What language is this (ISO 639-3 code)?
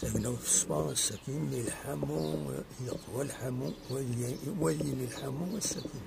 kab